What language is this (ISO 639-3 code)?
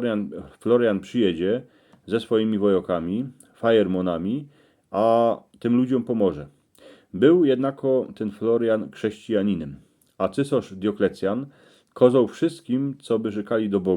szl